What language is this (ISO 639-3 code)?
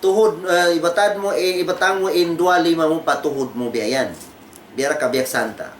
tsg